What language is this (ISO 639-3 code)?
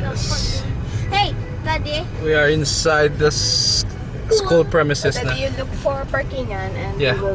hil